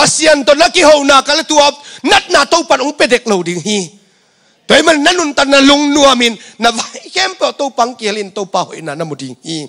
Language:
Tedim Chin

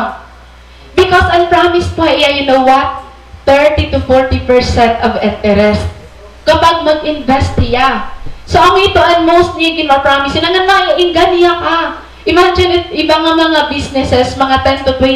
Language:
Waray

